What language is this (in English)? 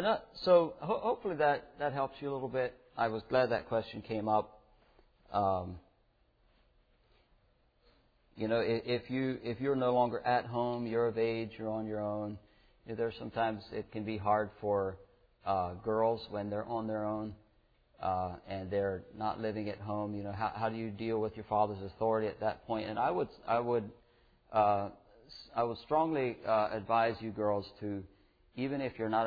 English